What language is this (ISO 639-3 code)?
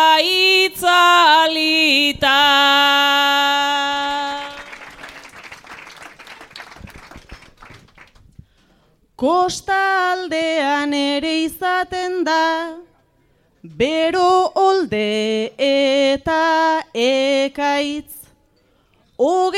eus